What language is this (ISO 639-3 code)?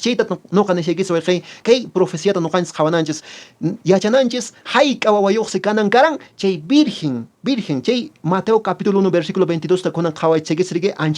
que